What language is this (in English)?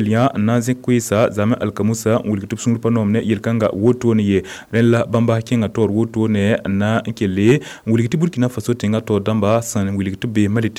Mossi